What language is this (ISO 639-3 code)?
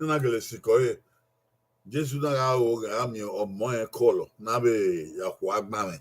bin